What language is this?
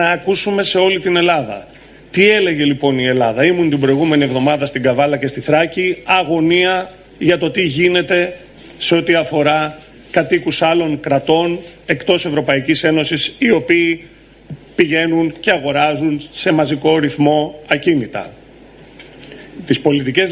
Greek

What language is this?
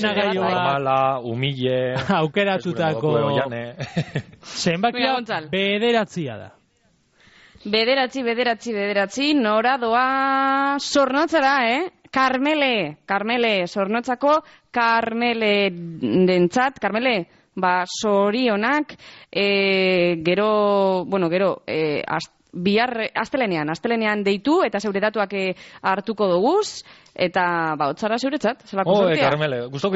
Basque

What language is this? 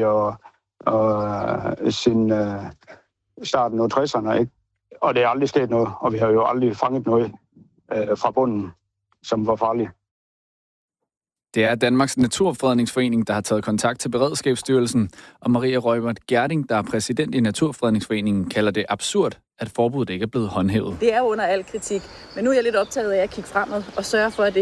Danish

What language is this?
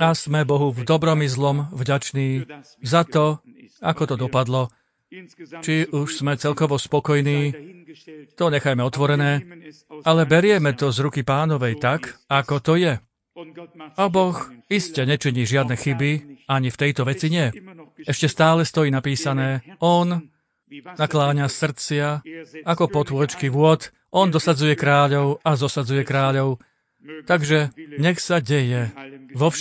Slovak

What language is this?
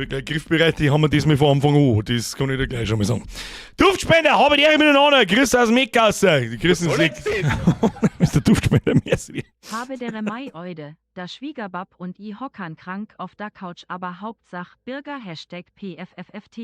Bavarian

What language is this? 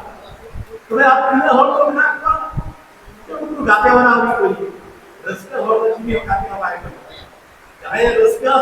Santali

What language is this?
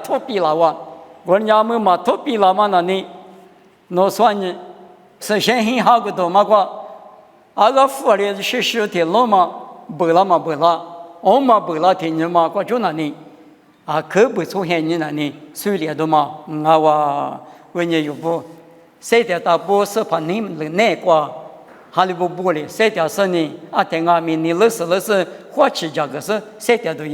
Lisu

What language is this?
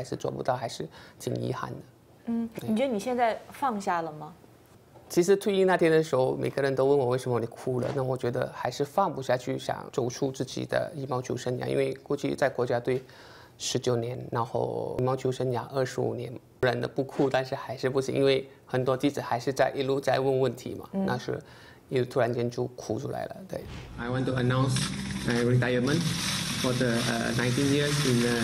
Chinese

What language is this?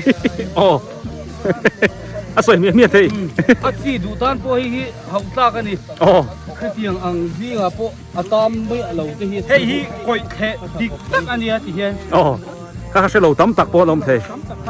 Biete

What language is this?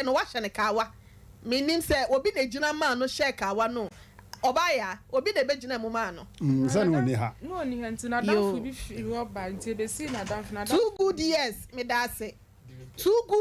Akan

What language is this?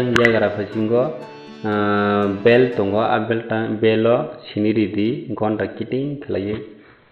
Kok Borok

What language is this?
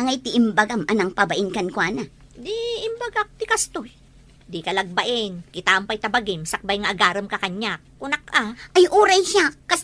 Iloko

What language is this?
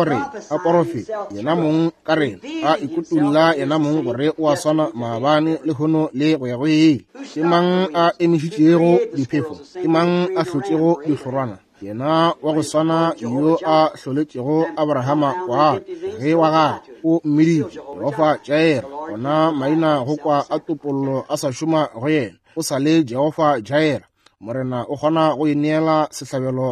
Northern Sotho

